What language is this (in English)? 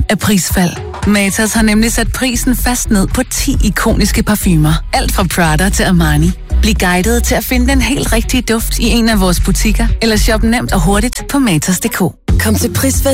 Danish